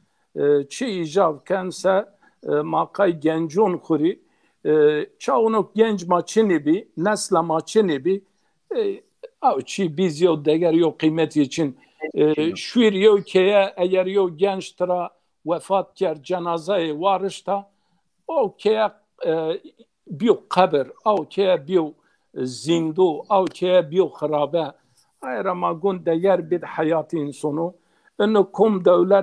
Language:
Zaza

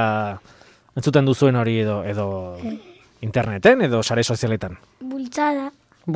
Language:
Basque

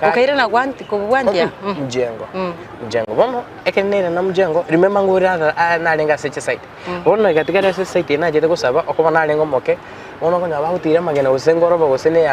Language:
Gusii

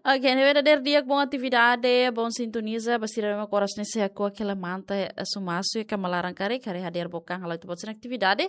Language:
Tetum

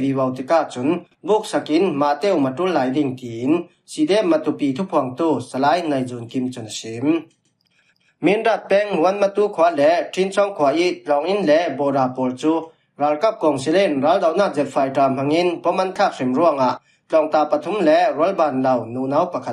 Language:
Falam Chin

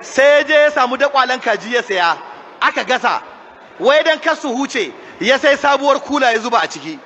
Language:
Hausa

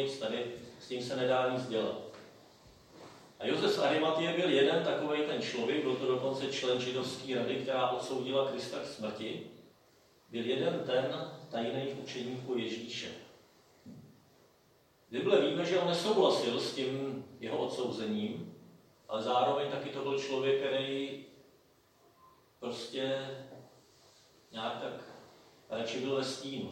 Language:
Czech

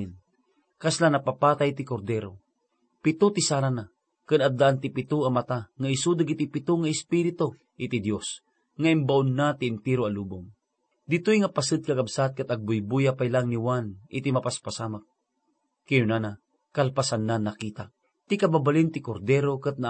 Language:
Iloko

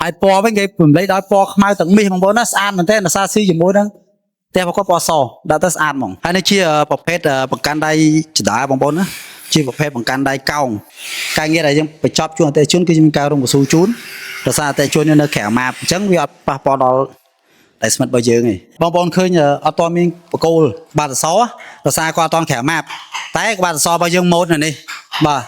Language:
Khmer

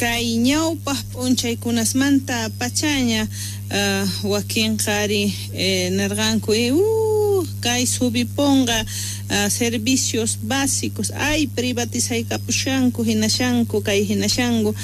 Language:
South Bolivian Quechua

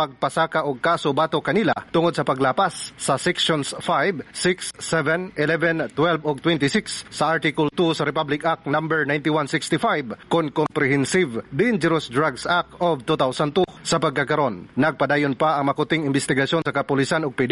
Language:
Cebuano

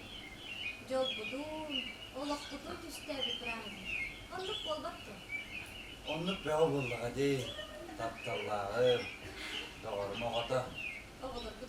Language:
Yakut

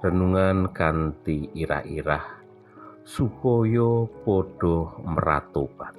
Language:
Javanese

